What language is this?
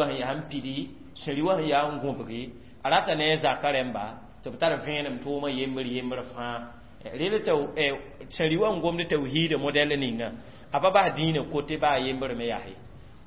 Mossi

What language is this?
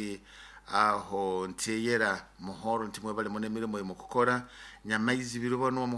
Nyoro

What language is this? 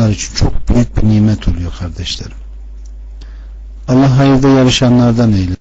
Turkish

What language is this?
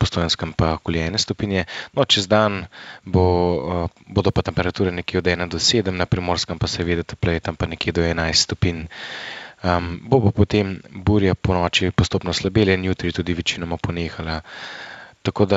Slovenian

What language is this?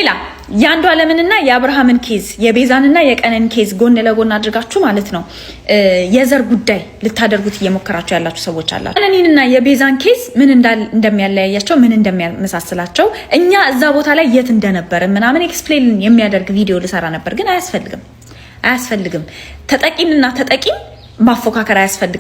Amharic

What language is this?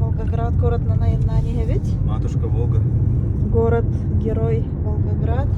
Yakut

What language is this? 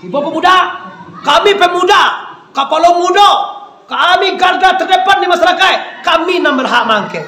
Minangkabau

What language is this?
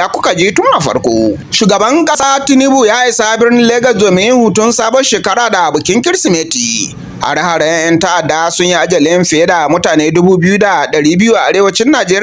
Hausa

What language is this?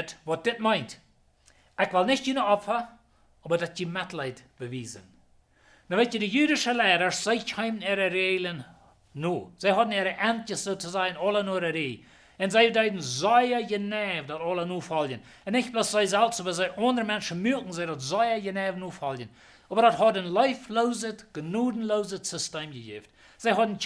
Plautdietsch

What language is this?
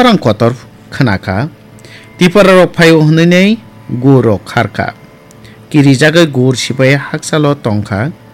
Kok Borok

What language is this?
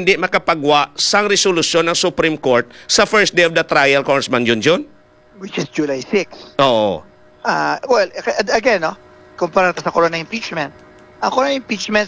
Hiligaynon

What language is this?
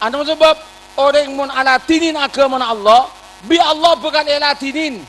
Madurese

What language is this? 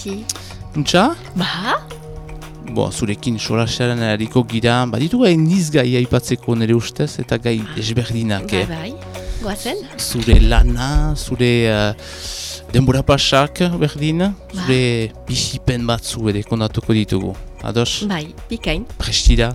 Basque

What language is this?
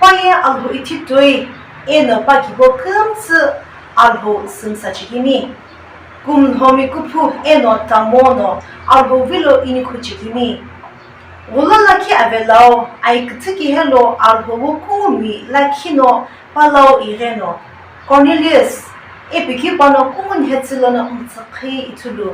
Sumi Naga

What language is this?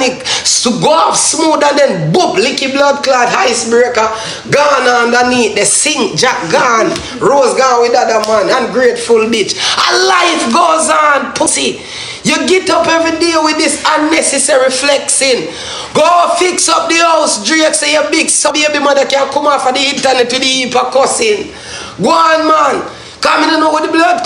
Jamaican Creole English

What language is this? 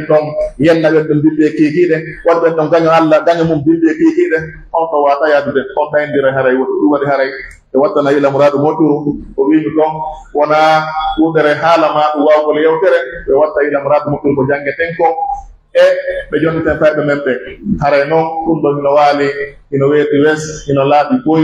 Pular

